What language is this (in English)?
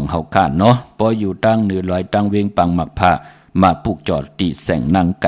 Shan